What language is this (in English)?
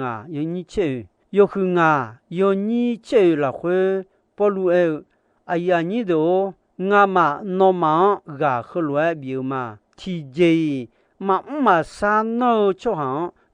Akha